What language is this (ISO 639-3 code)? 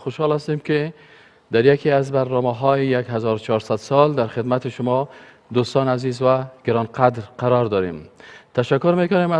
fas